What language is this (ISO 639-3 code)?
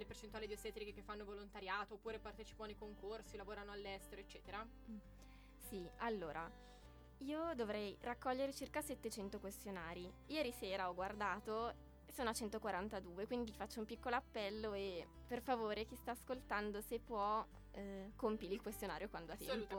ita